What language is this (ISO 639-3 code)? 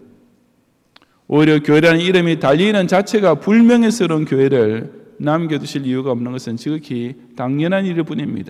kor